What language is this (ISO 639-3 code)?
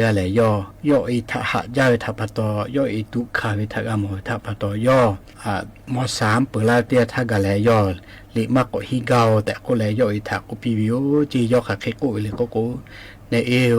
lhu